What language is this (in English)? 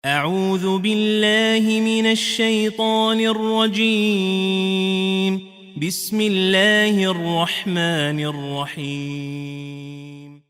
Ingush